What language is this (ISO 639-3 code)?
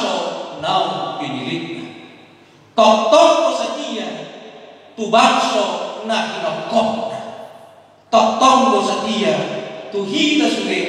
bbc